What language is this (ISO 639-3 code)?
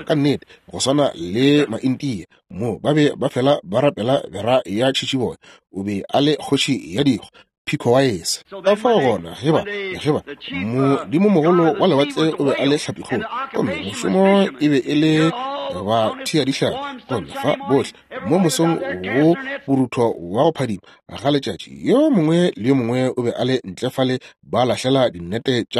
nso